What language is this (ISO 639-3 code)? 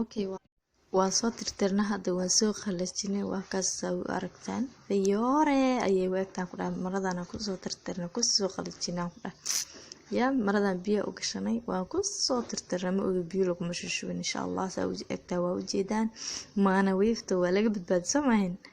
som